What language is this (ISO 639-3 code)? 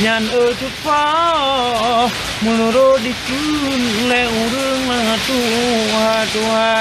ace